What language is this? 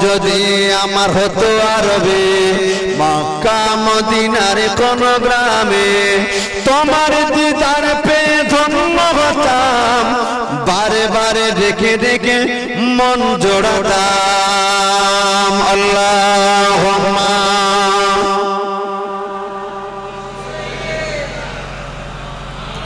Bangla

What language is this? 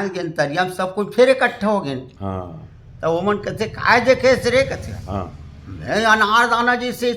Chhattisgarhi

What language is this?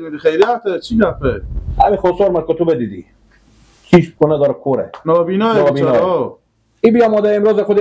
Persian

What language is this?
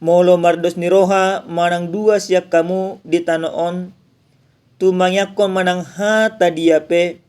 Batak Toba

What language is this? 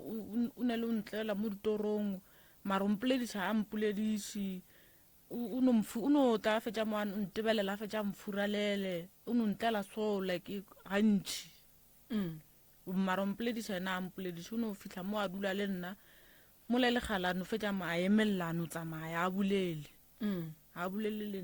Northern Sotho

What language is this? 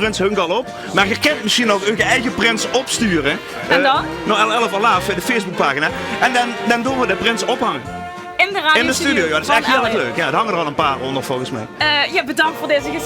Limburgish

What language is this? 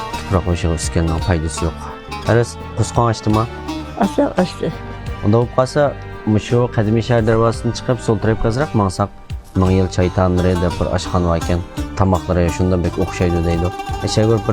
Uyghur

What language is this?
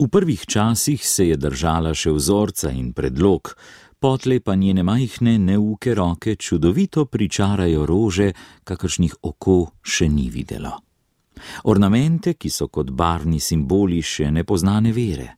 Slovenian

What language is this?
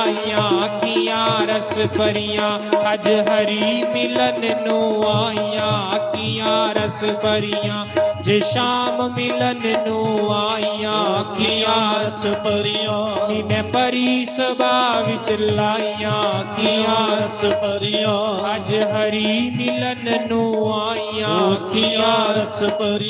Dogri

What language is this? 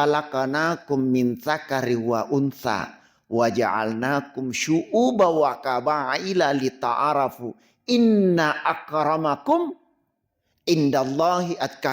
Buginese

